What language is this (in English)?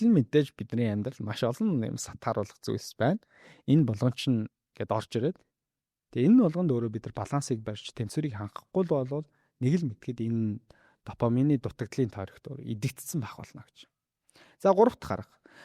Mongolian